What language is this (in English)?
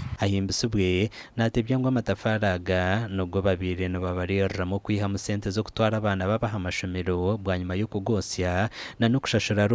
Nyankole